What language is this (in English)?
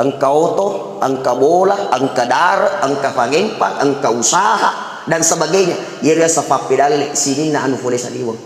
Buginese